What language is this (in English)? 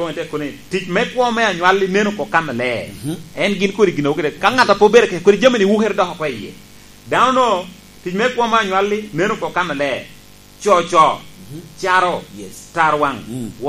Lango (Uganda)